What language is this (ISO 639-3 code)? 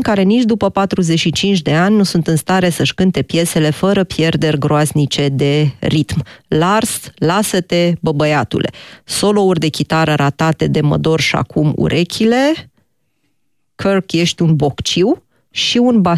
ron